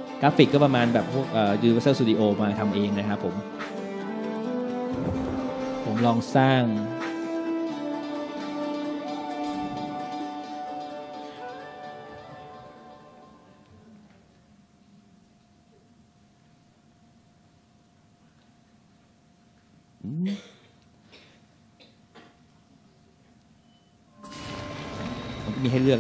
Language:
Thai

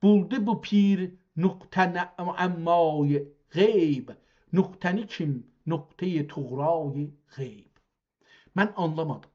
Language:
South Azerbaijani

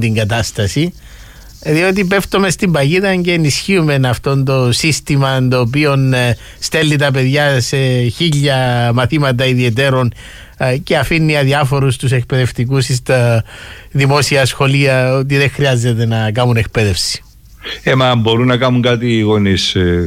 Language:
Greek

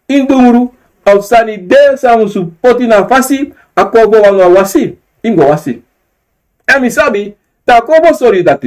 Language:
Sranan Tongo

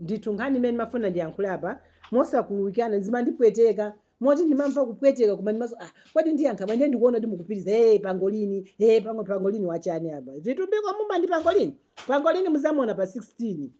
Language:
Nyanja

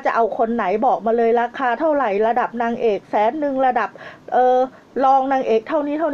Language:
Thai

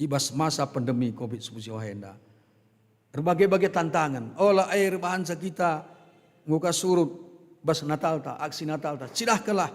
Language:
Batak Karo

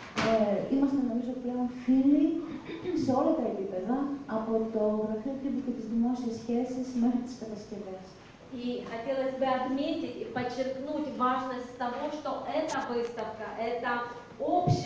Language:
Greek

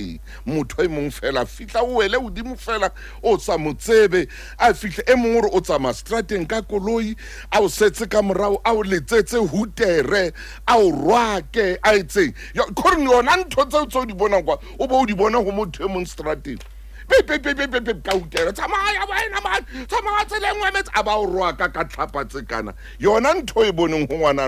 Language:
Southern Sotho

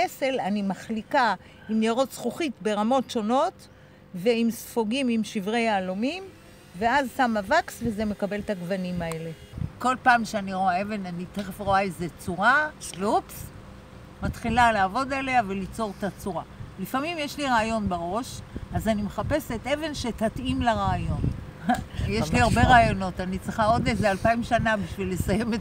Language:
Hebrew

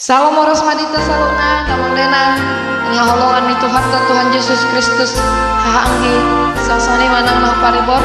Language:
Batak Toba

